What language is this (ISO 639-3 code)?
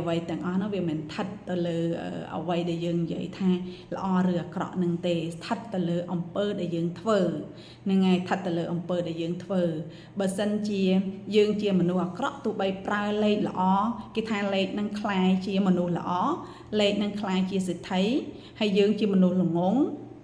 khm